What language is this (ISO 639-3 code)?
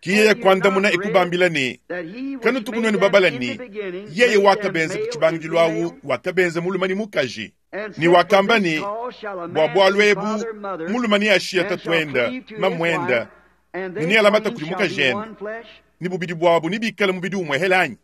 lua